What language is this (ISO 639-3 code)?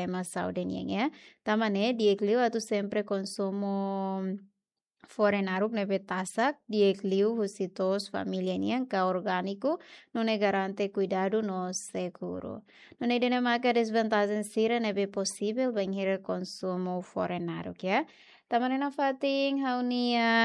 tet